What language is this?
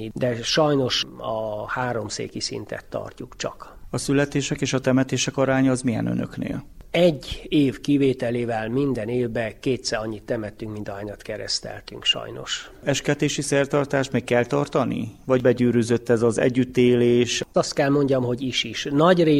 Hungarian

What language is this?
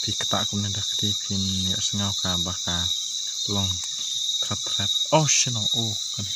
Khasi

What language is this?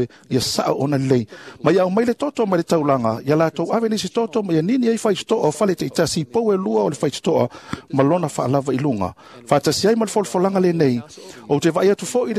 Samoan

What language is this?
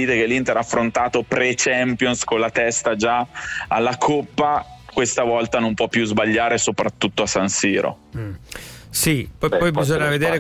Italian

